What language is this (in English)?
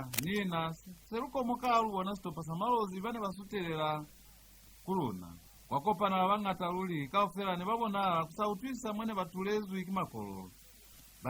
Lozi